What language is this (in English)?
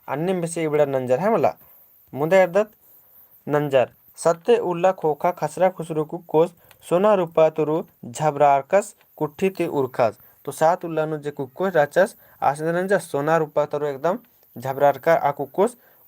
Kurukh